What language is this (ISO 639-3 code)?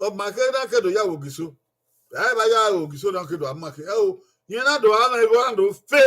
bin